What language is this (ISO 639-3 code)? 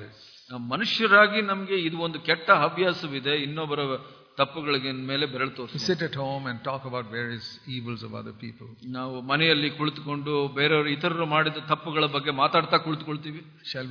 kan